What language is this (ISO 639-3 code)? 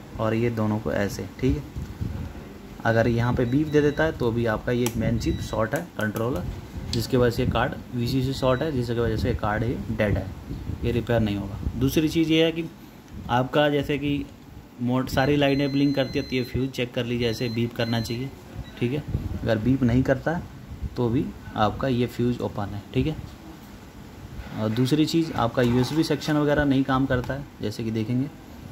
hin